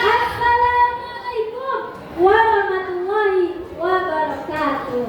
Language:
Betawi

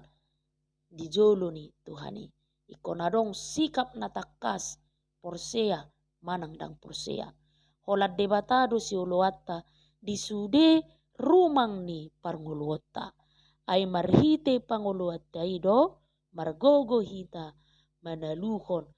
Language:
Batak Toba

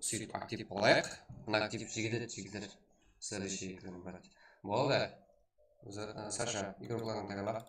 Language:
Kara-Kalpak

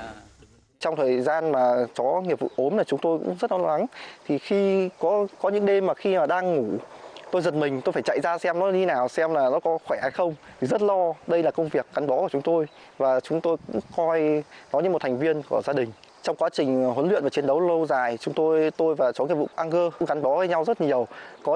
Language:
Vietnamese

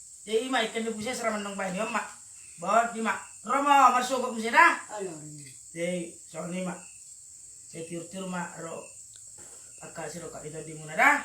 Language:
Batak Toba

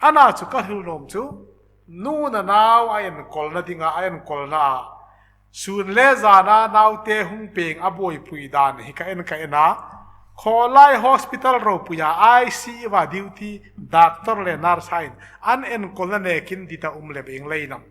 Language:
Hmar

